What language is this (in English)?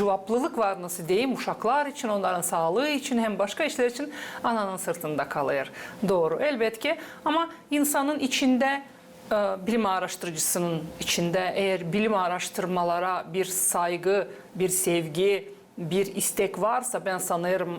Gagauz